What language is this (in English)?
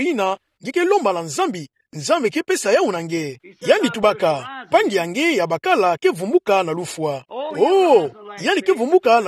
Kituba (Democratic Republic of Congo)